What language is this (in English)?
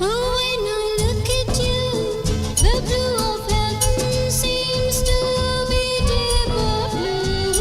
Morisyen